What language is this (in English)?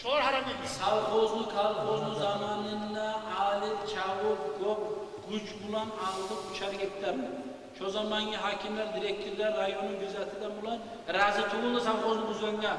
Kumyk